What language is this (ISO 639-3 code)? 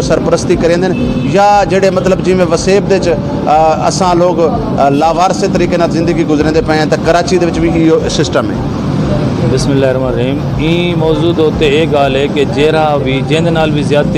skr